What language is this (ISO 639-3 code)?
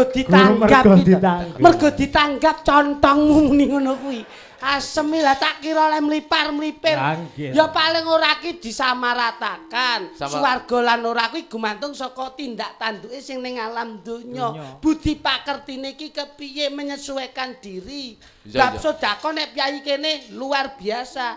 jav